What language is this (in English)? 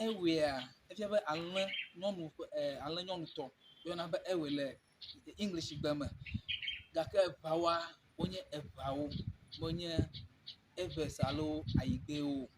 Ewe